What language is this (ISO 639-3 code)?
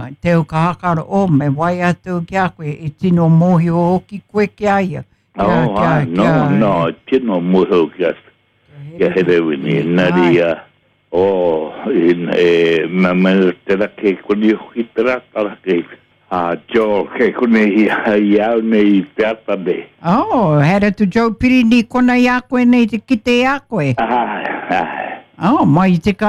mri